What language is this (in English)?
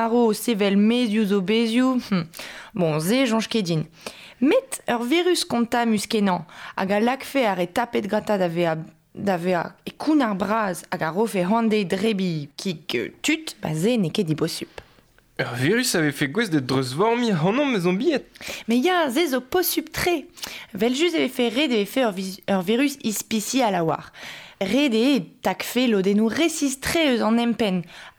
Breton